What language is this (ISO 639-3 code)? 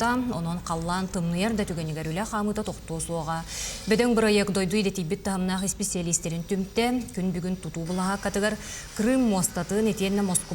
sah